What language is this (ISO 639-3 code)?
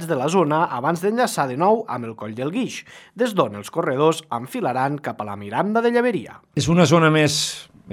cat